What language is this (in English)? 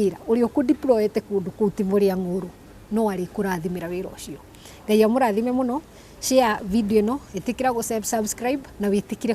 Kikuyu